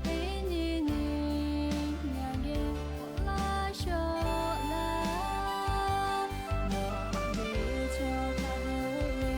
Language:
Lahu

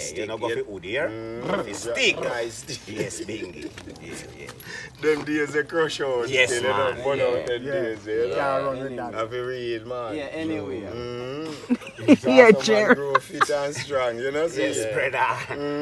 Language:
Jamaican Creole English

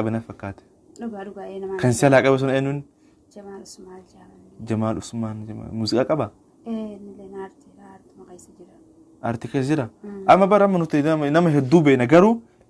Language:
Oromo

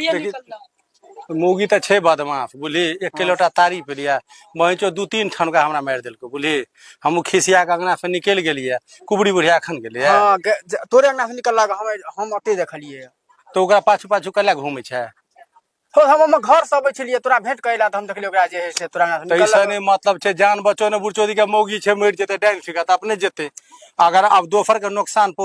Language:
Maithili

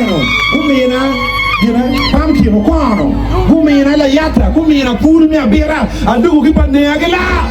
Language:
Acoli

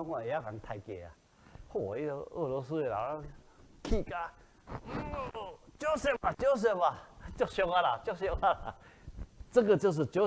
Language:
Min Nan Chinese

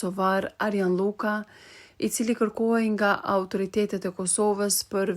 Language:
Albanian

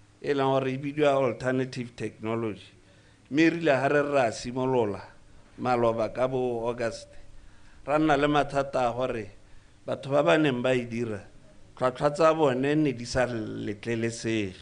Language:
Tswana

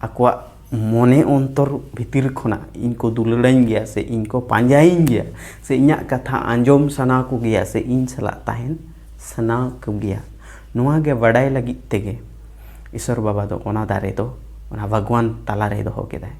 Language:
Santali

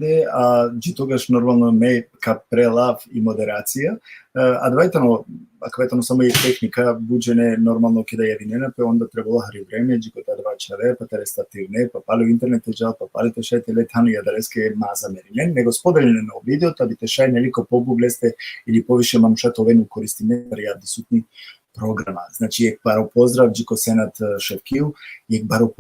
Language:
Balkan Romani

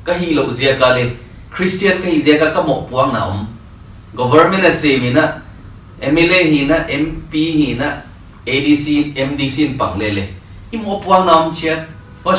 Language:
Paite Chin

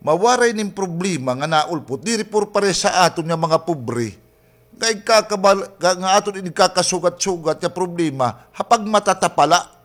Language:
Waray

